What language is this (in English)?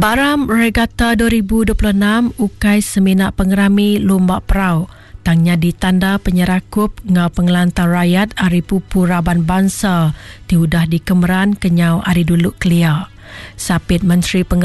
Iban